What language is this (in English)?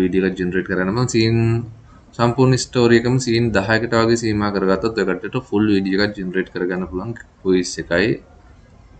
Sinhala